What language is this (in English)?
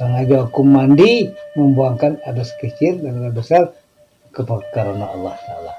Minangkabau